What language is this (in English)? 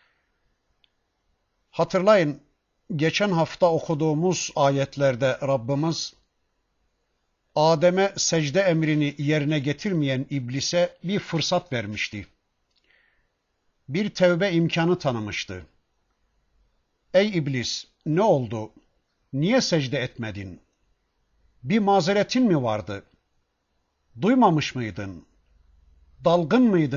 Turkish